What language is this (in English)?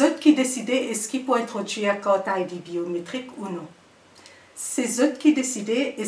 Morisyen